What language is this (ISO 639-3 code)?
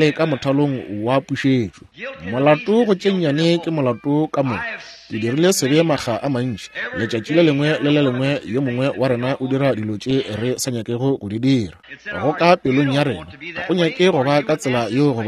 nso